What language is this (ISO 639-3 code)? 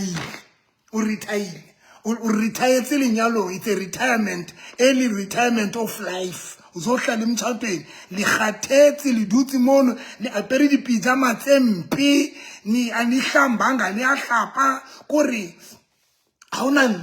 sot